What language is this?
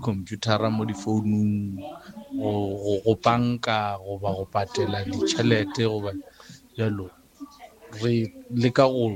Northern Sotho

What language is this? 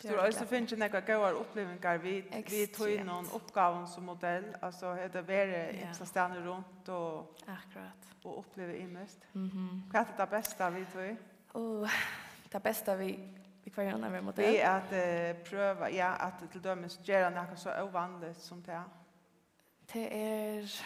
Faroese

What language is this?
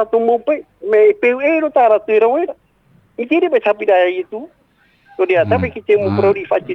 Tahitian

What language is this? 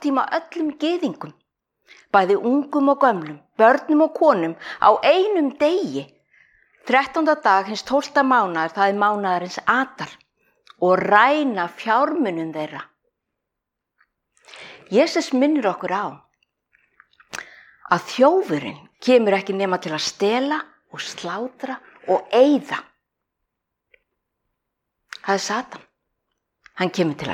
Icelandic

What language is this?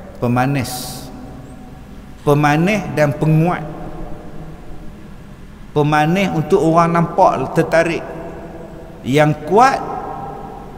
Malay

